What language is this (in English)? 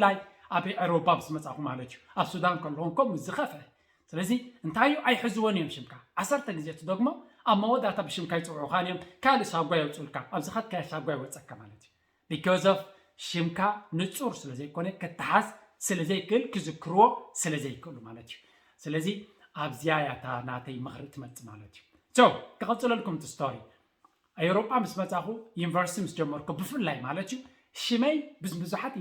Tigrinya